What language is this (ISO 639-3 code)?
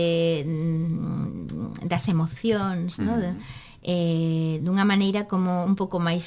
glg